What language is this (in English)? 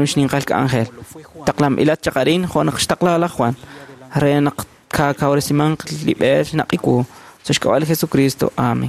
Kekchí